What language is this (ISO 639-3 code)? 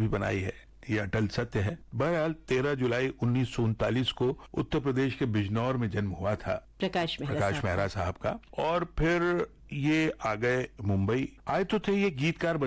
hin